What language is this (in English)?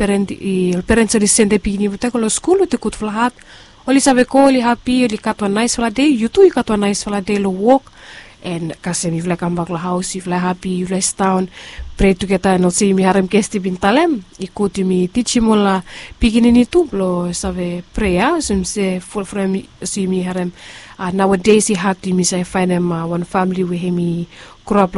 Bislama